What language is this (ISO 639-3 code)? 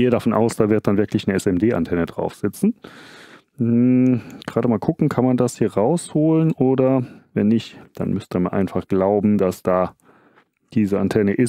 deu